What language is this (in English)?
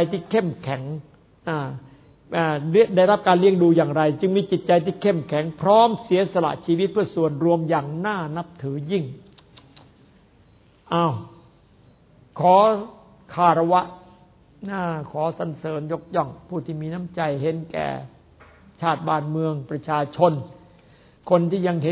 Thai